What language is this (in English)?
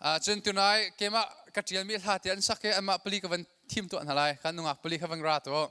Hakha Chin